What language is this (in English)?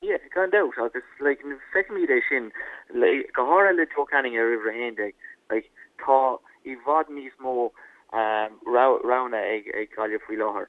Irish